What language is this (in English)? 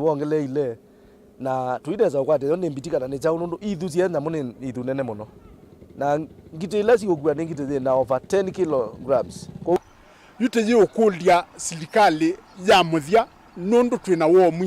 Kamba